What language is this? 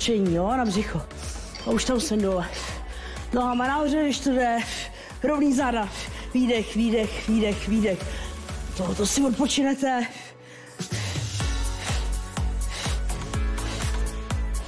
Czech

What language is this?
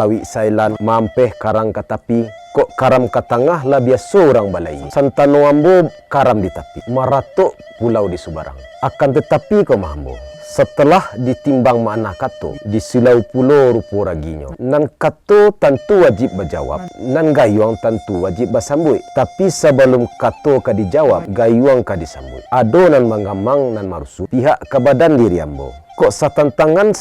Minangkabau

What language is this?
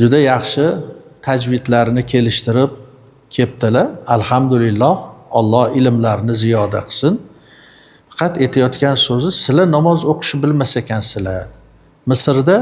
Uzbek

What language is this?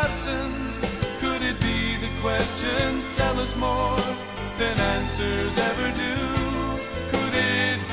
English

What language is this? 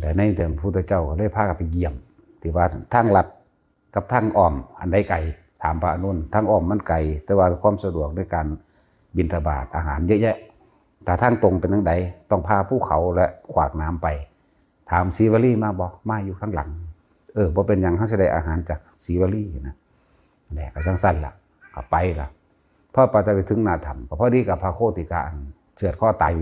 Northeastern Thai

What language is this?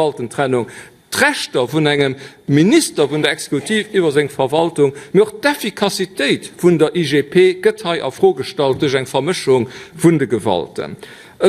Luxembourgish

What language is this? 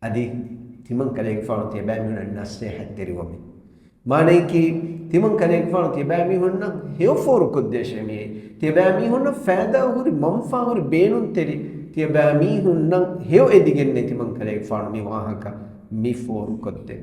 Divehi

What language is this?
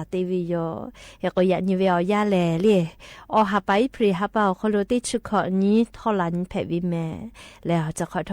Lahu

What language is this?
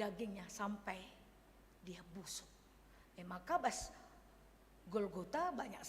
Batak Karo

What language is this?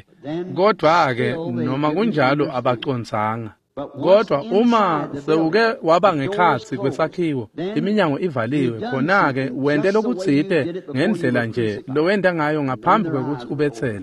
Swati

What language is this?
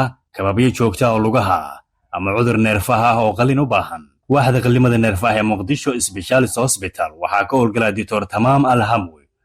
Somali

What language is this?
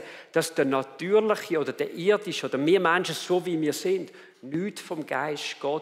Swiss German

